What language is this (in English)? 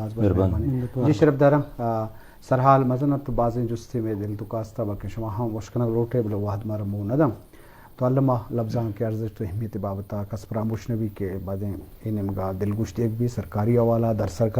Eastern Balochi